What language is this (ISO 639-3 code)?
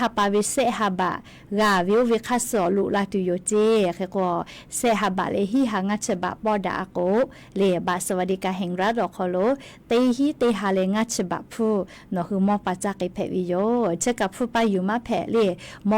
lhu